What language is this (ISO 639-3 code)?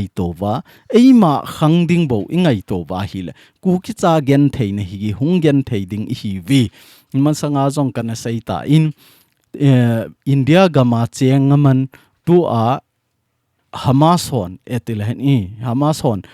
tcz